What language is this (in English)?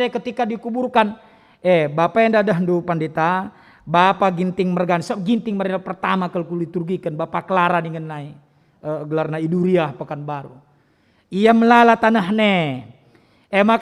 Batak Karo